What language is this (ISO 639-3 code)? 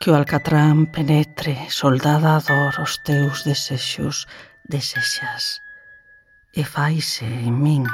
glg